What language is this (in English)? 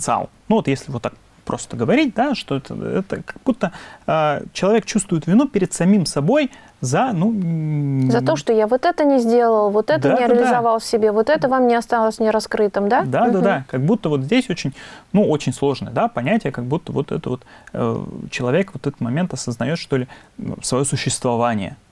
Russian